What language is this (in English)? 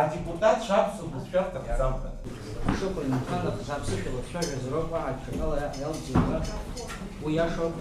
Abkhazian